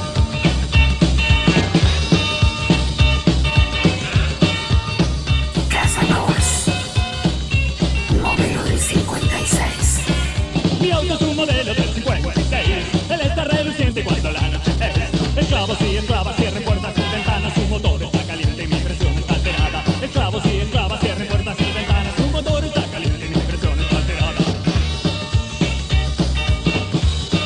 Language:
Spanish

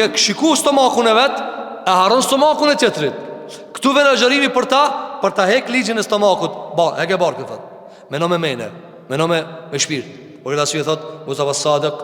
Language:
Albanian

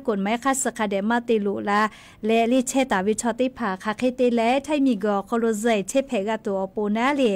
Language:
Lahu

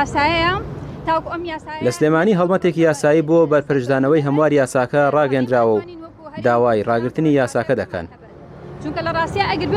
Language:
Central Kurdish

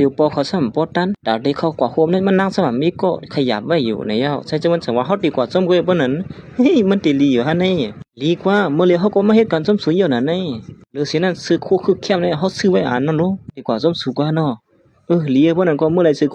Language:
Shan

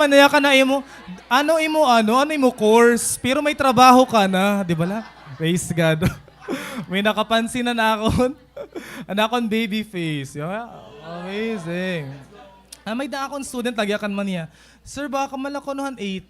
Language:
Waray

